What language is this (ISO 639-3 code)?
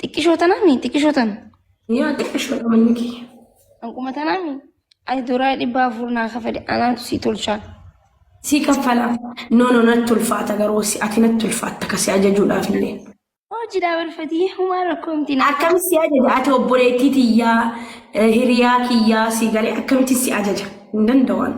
orm